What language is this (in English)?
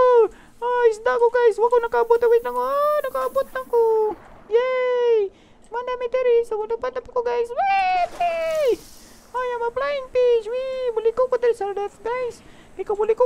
Cebuano